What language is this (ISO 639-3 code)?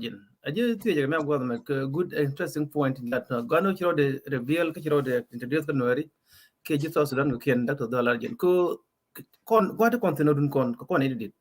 nus